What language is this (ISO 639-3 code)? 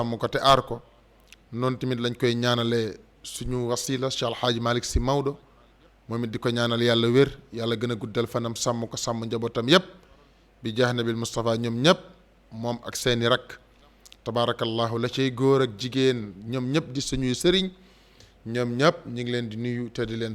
wol